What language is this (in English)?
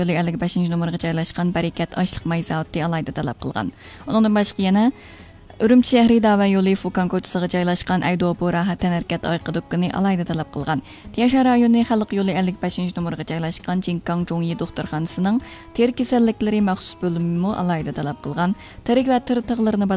Uyghur